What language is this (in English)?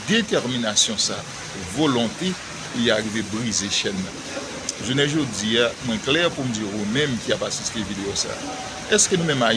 Haitian Creole